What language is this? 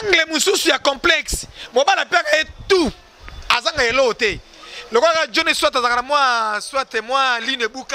Lingala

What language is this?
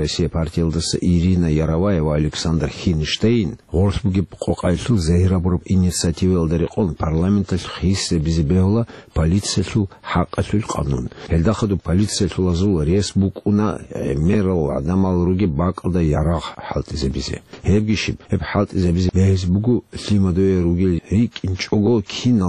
Avaric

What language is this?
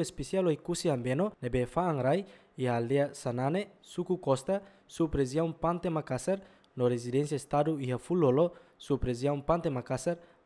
Tetum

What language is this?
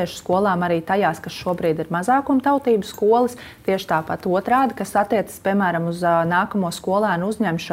Latvian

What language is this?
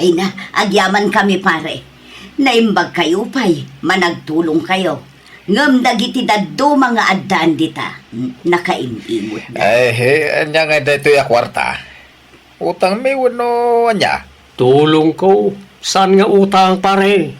Iloko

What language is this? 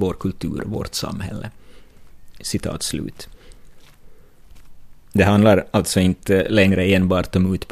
Swedish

